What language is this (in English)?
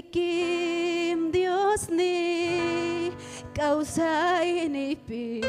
Ayacucho Quechua